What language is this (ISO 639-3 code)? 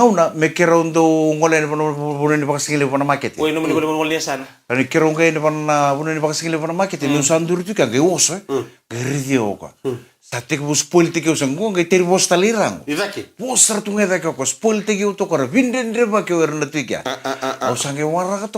fij